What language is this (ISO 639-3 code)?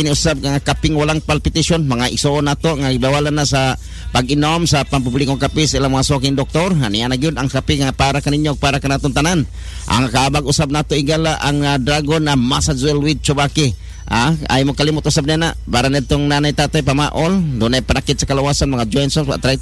ceb